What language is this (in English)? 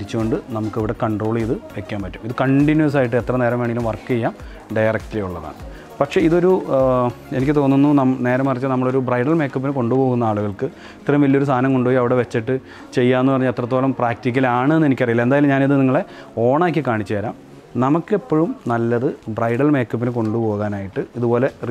Malayalam